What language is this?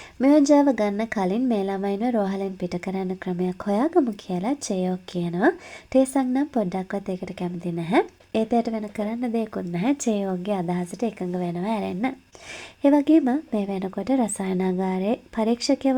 Sinhala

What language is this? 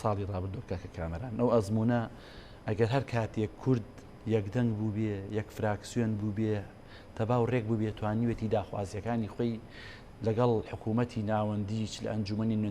Central Kurdish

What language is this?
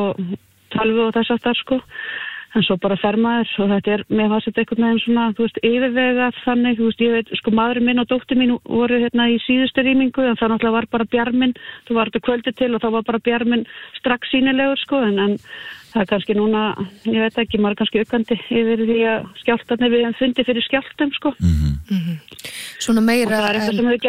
Icelandic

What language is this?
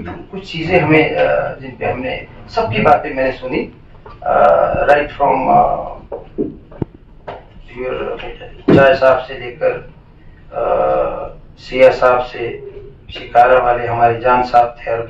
Hindi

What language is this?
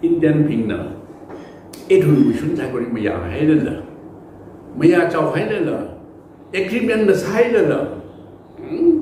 Tangkhul Naga (India)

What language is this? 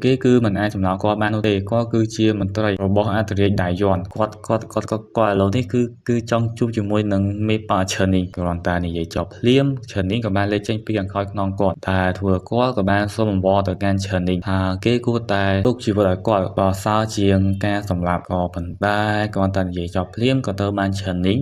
Khmer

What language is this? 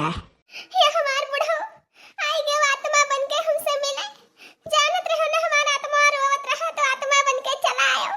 Awadhi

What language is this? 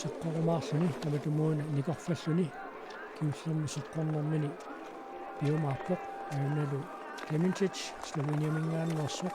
Kalaallisut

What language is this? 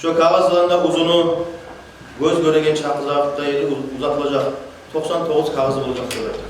Kumyk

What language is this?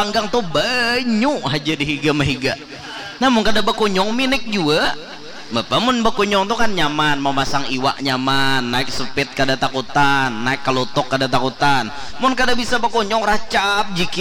Banjar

